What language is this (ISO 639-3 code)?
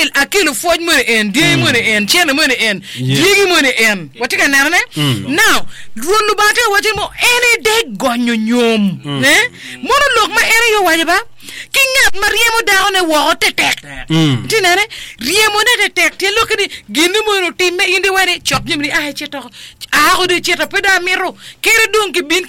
ach